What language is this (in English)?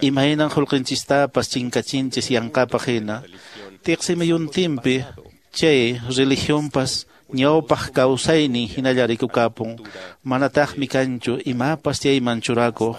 Quechua